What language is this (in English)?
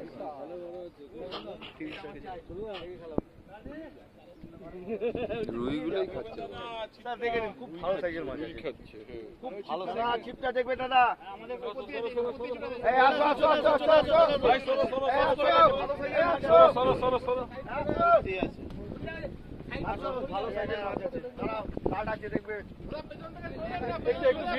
Bangla